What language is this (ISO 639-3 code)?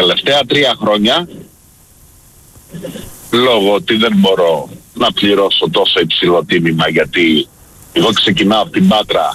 ell